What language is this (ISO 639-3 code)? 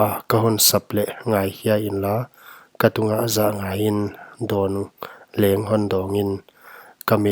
pck